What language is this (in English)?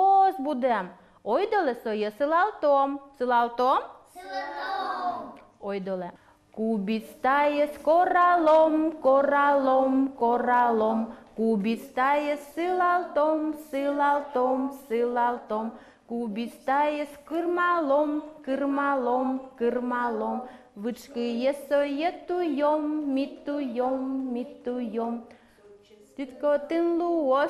Udmurt